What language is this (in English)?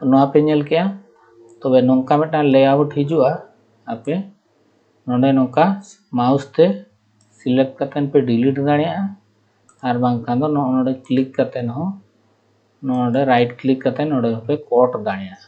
Santali